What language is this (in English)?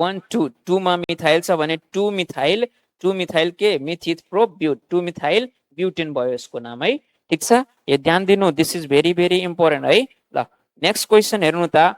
Nepali